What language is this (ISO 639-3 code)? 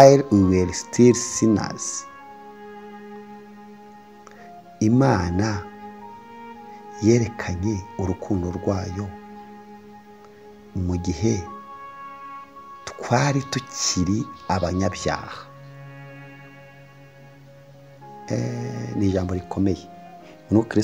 kin